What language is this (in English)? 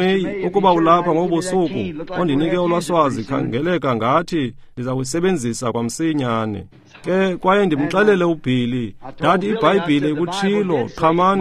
Xhosa